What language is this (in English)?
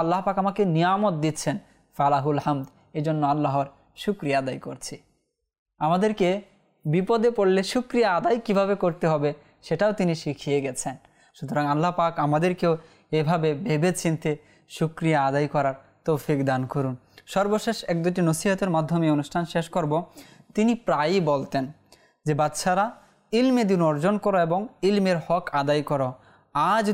Bangla